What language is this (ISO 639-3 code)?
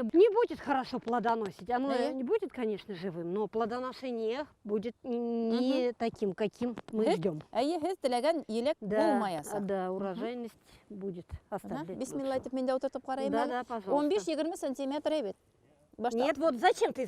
bak